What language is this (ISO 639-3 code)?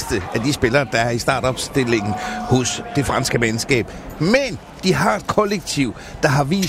dan